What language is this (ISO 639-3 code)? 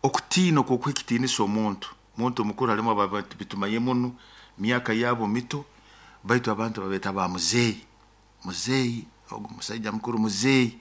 nyo